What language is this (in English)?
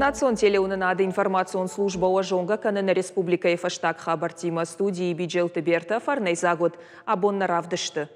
Ossetic